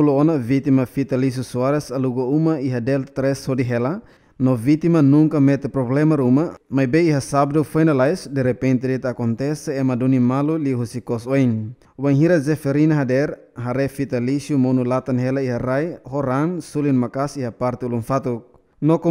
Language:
Tetum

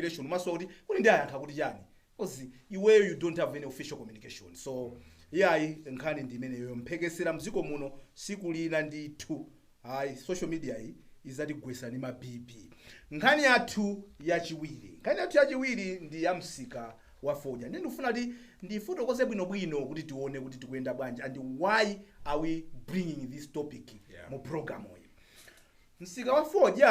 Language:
Nyanja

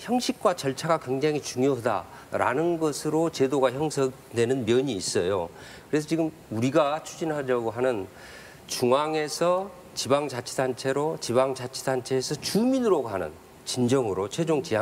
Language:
Korean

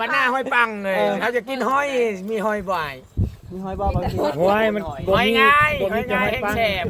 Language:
Northeastern Thai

